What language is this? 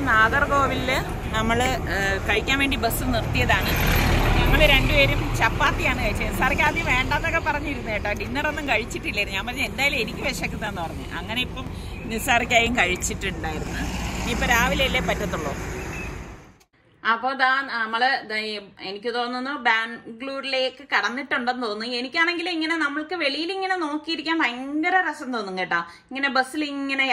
Malayalam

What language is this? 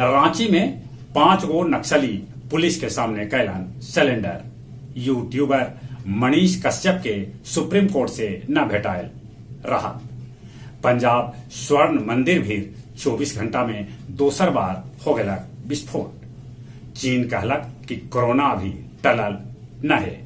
Magahi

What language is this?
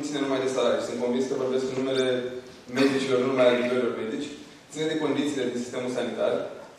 Romanian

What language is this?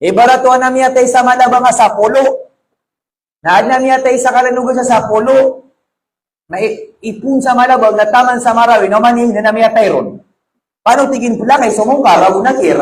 Maranao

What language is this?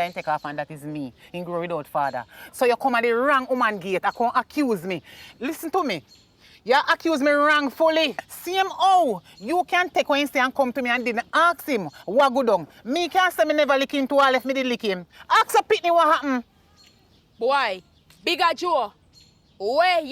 Jamaican Creole English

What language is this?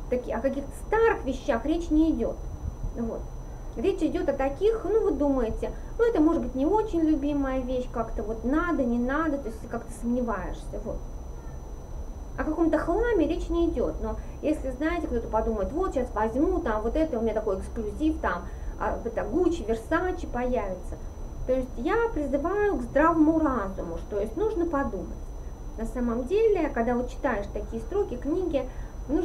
Russian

